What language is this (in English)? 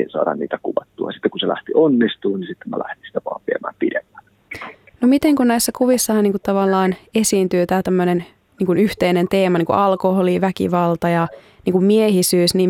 Finnish